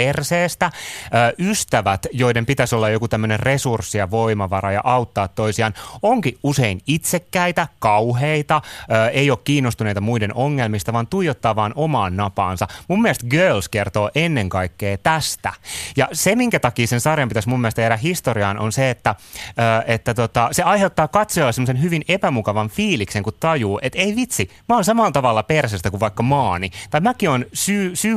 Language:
Finnish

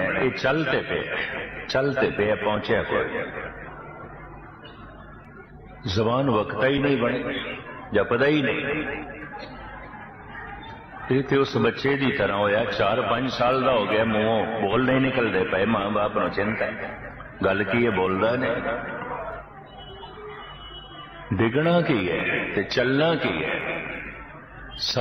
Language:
Punjabi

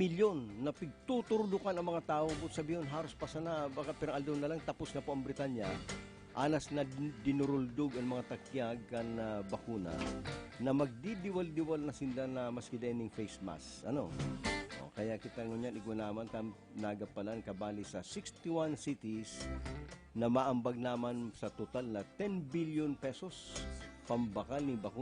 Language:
Bikol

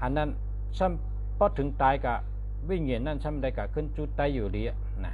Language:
Shan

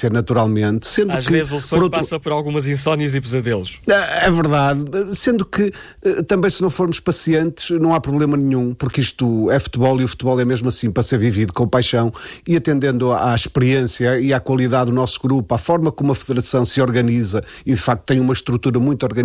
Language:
Portuguese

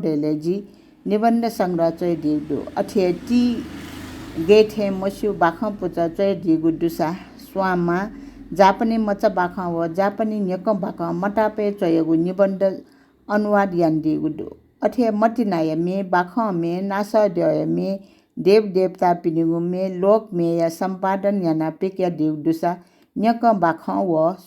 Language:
Newari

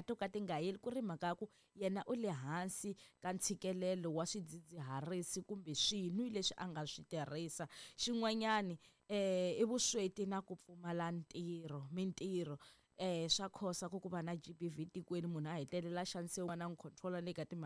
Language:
Tsonga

